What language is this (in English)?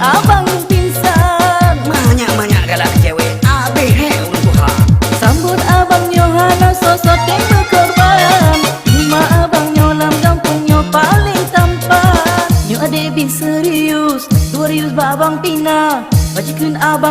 Achinese